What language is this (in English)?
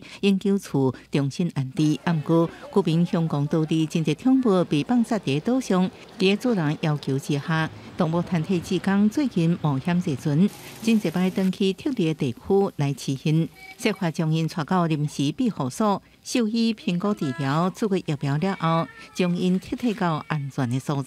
Min Nan Chinese